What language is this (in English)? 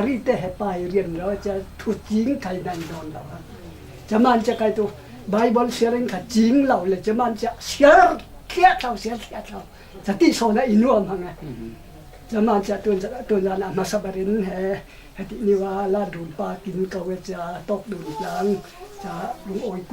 Falam Chin